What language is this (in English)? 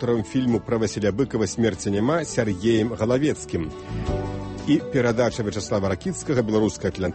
Belarusian